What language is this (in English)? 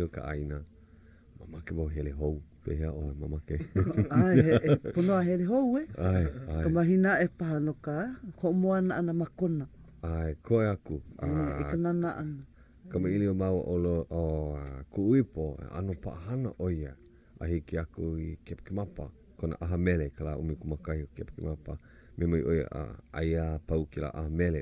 Hawaiian